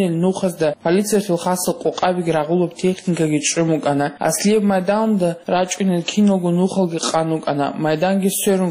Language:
Avaric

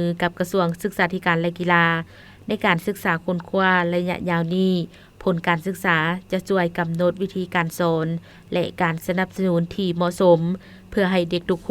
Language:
Lao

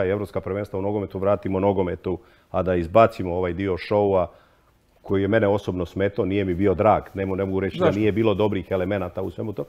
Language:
Croatian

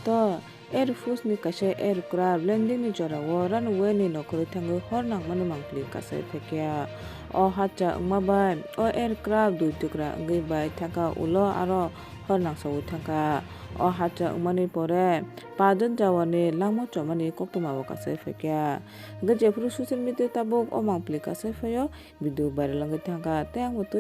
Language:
Kok Borok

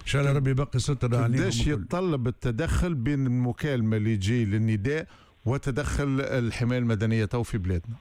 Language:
Tunisian Arabic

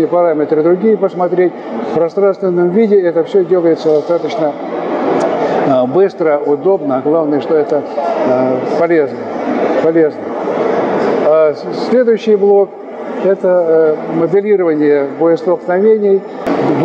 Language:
Russian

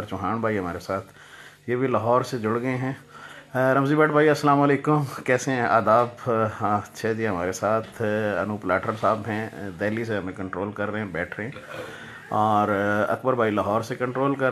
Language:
Haryanvi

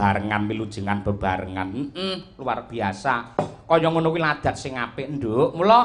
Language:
Javanese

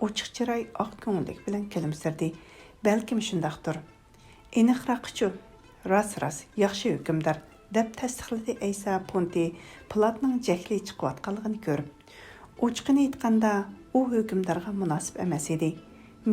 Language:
Uyghur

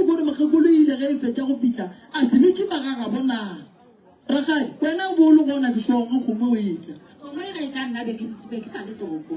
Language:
Northern Sotho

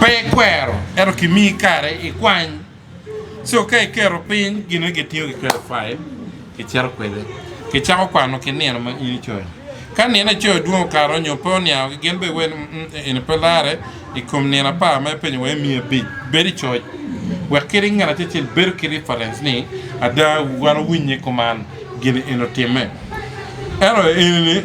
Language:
Acoli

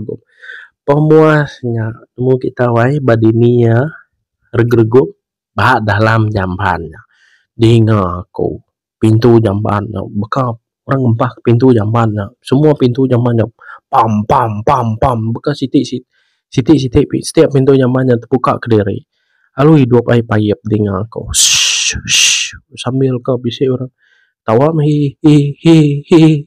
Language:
Iban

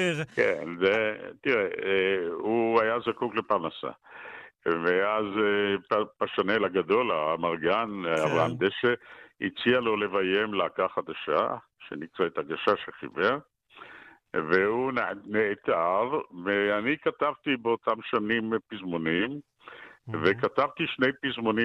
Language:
Hebrew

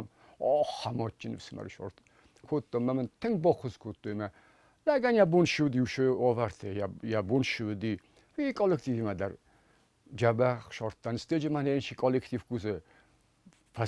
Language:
Ossetic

